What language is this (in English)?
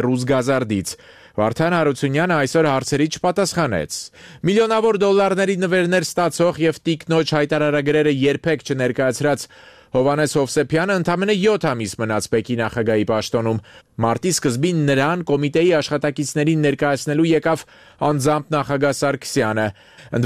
Armenian